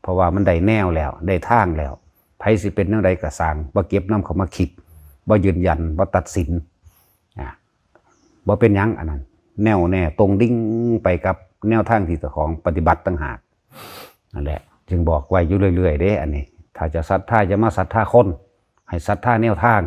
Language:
Northeastern Thai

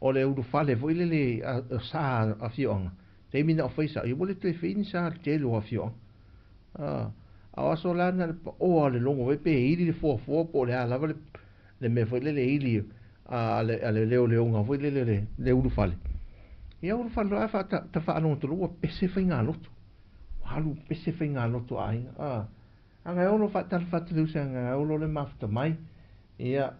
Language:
Samoan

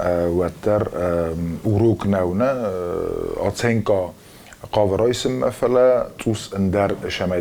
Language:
Ossetic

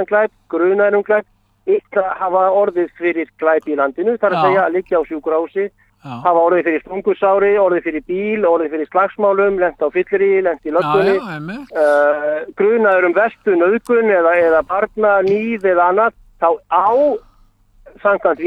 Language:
Icelandic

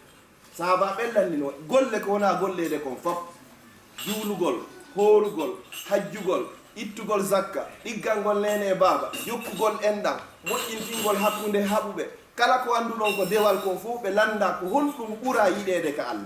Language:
Fula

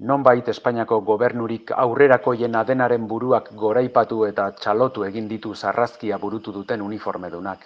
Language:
Basque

